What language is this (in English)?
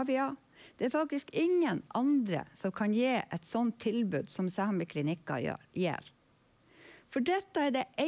Norwegian